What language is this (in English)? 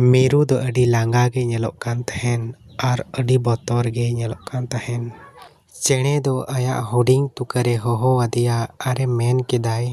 Santali